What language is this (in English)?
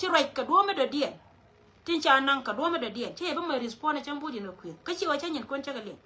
Nuer